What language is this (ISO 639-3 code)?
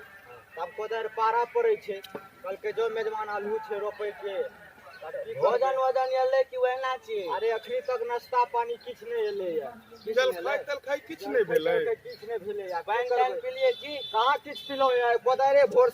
mai